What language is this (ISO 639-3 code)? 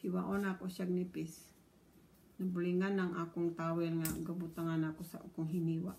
ceb